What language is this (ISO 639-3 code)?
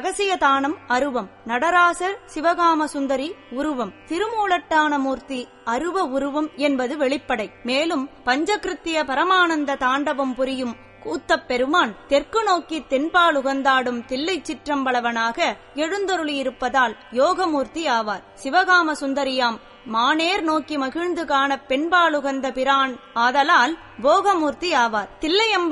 tam